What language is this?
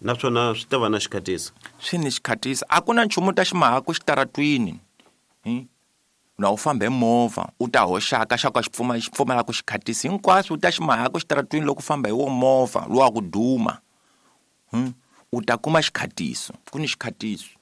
Tsonga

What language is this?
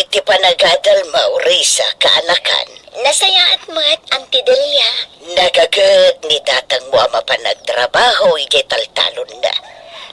Iloko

